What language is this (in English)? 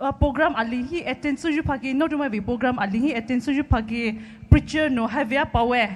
Poumei Naga